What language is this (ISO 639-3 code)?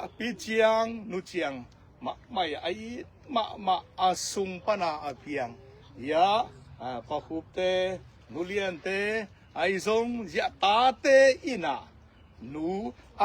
ctd